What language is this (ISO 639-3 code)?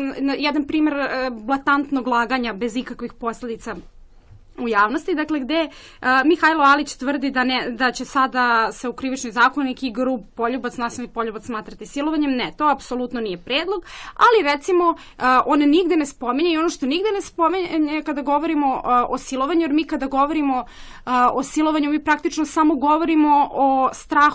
srp